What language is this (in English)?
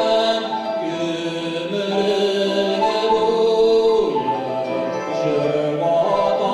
Tatar